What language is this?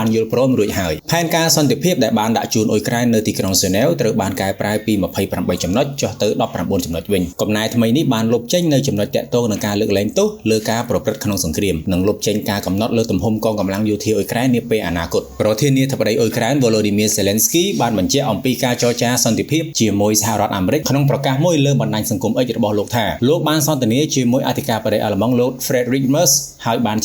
Khmer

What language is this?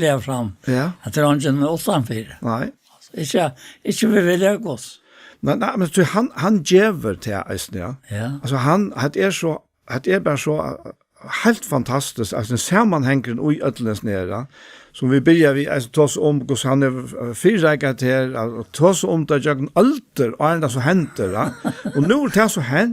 Faroese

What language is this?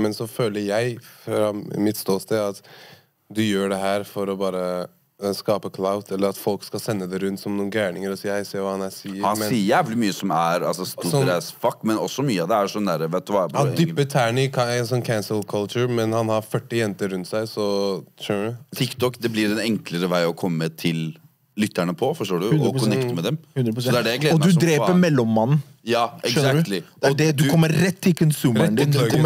Norwegian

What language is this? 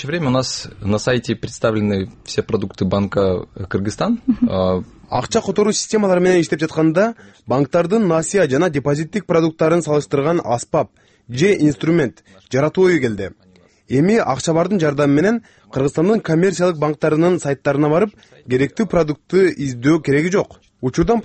Kyrgyz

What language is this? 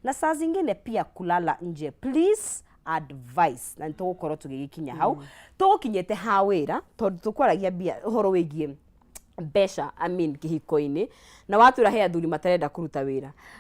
Kikuyu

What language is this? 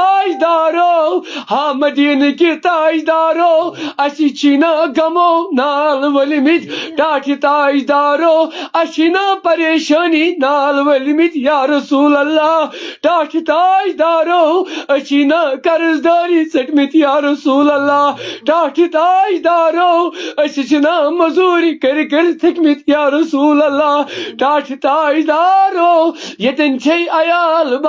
Kashmiri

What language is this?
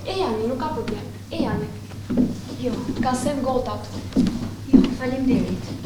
Albanian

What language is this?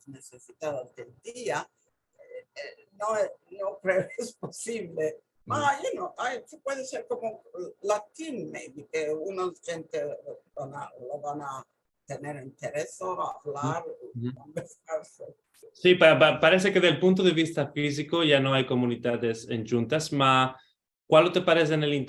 Ladino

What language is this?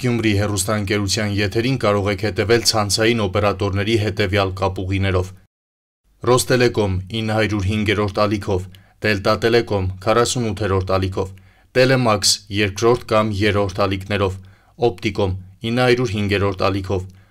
Armenian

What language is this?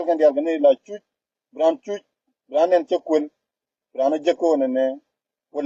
Nuer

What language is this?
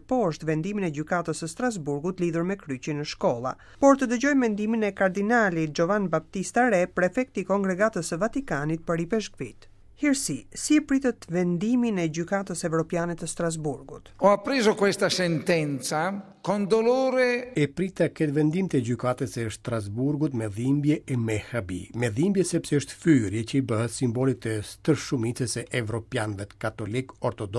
Albanian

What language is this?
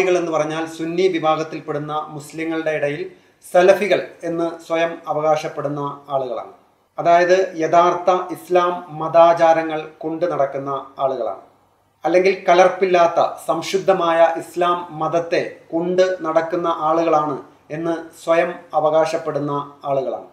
Malayalam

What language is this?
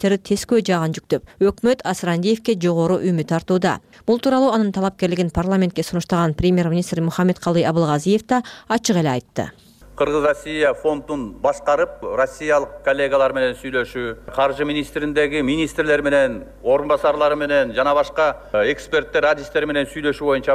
Kyrgyz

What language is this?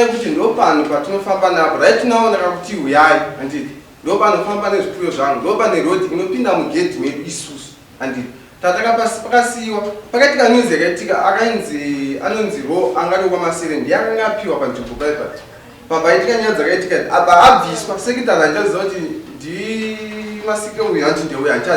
Shona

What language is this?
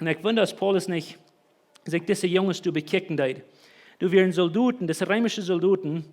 Plautdietsch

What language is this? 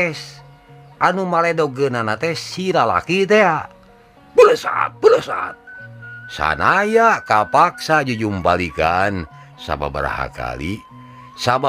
Sundanese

